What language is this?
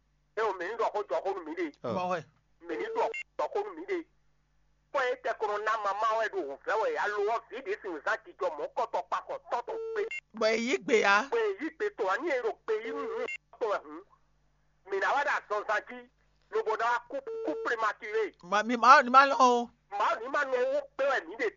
Fon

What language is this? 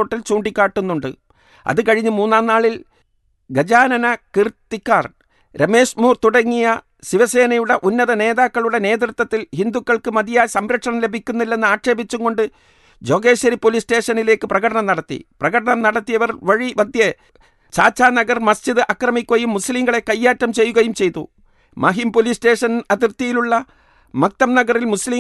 Malayalam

